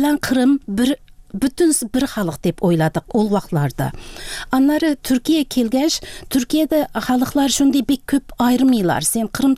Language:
Tatar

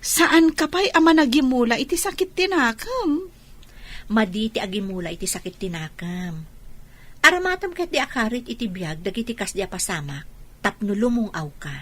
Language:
Iloko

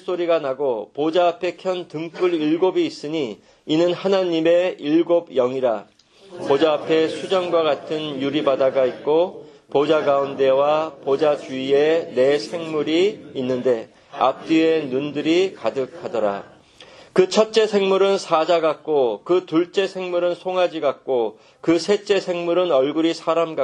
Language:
Korean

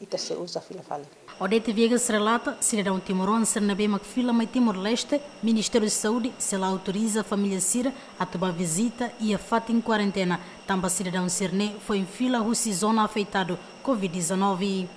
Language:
Tetum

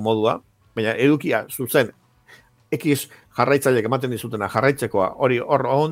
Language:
Basque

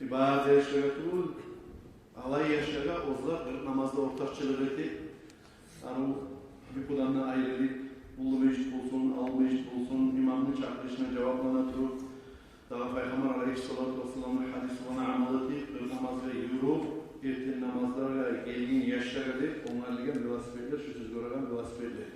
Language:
Kumyk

